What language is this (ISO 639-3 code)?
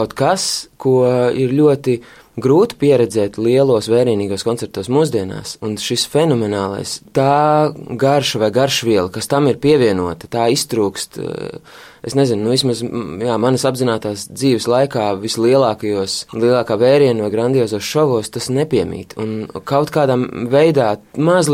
lav